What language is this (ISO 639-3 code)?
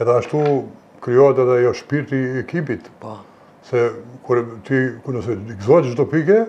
sqi